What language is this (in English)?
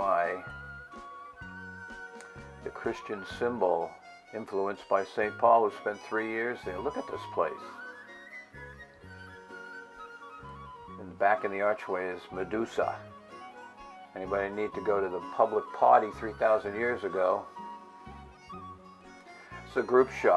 English